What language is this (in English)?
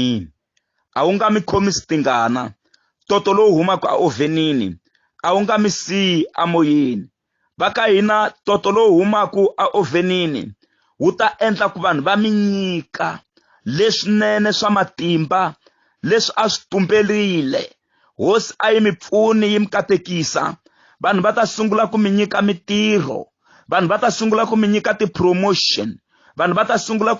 Tsonga